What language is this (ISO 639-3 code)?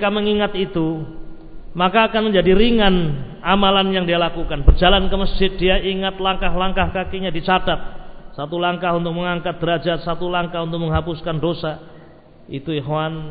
ind